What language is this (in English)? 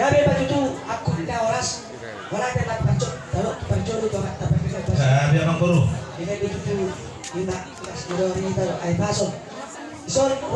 Batak Toba